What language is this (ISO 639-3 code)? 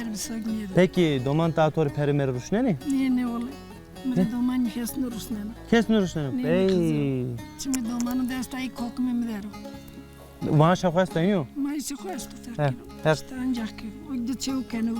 zza